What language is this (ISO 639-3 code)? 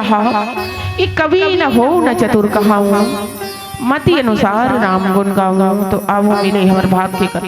hne